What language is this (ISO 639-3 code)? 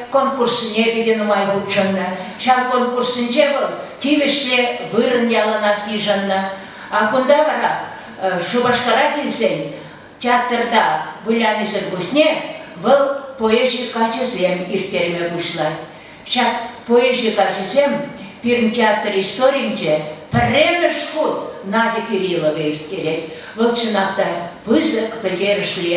chv